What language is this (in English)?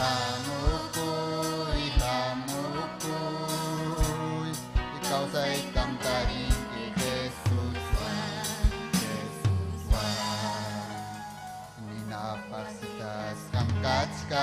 Ayacucho Quechua